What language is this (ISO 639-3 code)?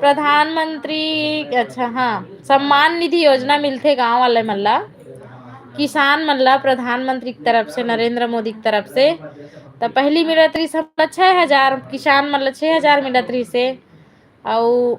hne